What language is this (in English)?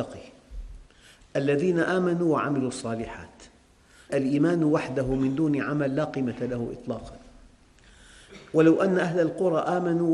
Arabic